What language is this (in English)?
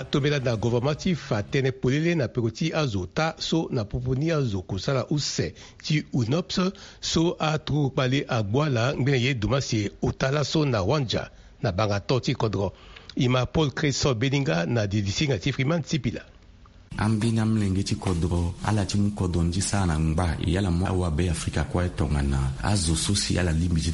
Sango